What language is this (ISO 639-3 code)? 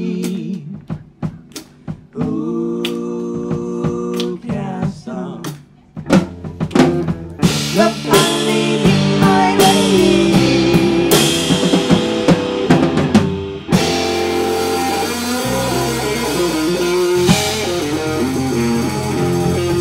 dan